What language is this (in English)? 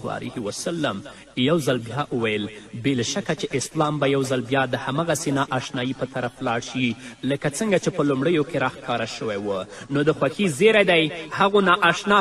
Pashto